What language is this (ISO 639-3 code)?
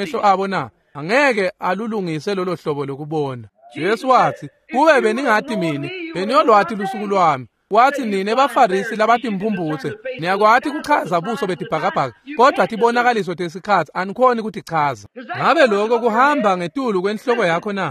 ssw